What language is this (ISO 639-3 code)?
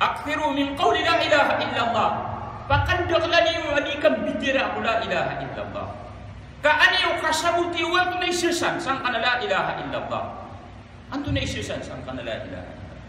mrw